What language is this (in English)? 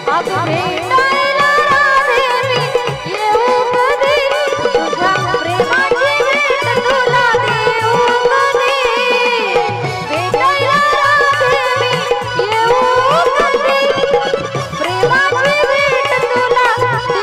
Marathi